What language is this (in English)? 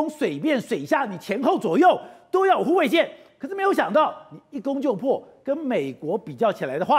Chinese